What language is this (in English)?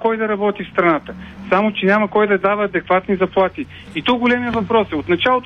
Bulgarian